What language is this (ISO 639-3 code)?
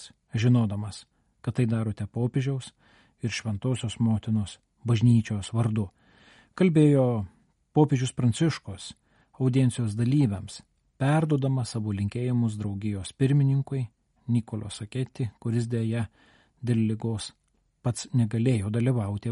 lit